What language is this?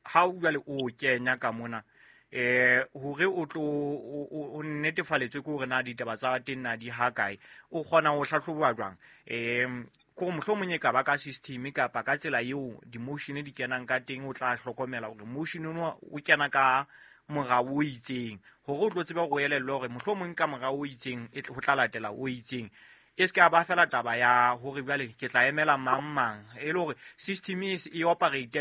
Southern Sotho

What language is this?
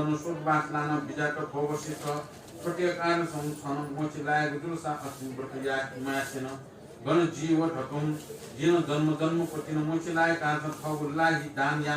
Newari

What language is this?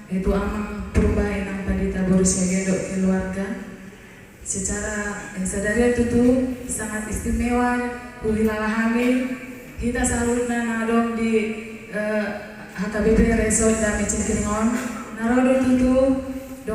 Batak Toba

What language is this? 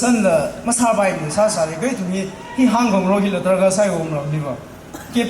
Tangkhul Naga (India)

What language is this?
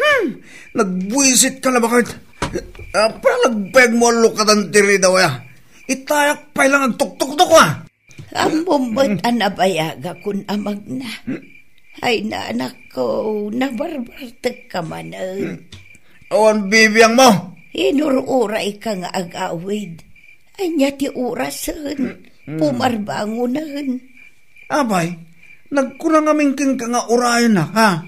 Iloko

